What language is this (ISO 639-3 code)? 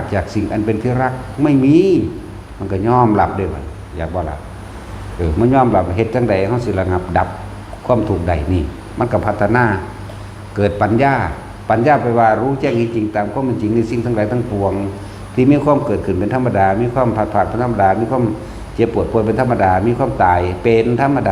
tts